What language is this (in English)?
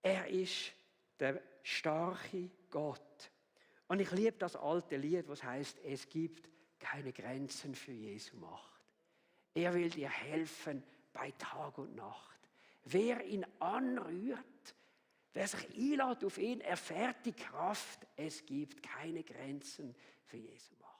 Swiss German